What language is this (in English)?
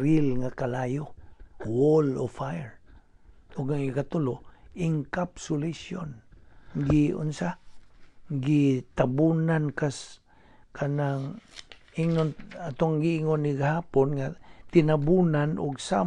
Cebuano